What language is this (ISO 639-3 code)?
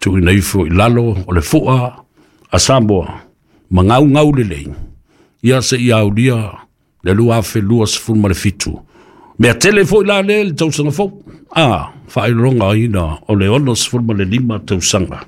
smo